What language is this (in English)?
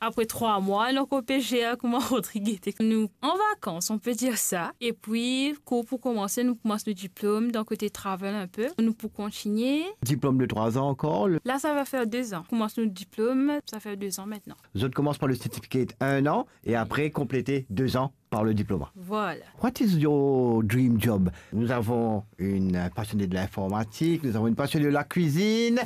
Morisyen